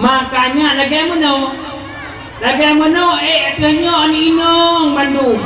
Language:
Achinese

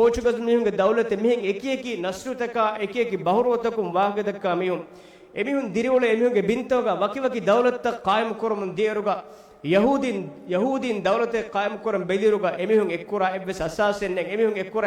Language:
Divehi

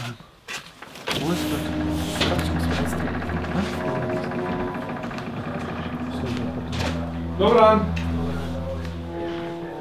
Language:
Croatian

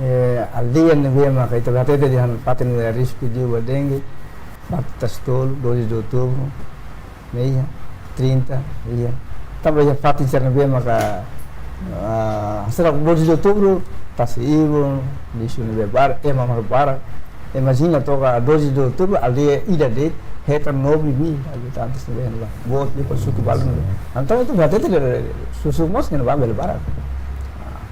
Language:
Tetum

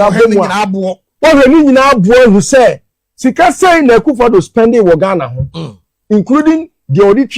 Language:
Akan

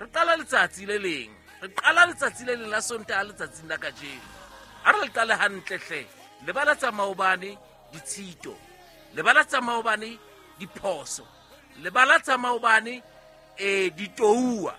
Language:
Southern Sotho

